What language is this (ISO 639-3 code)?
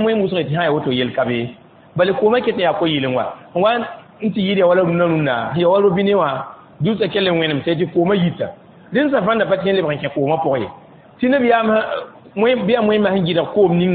mos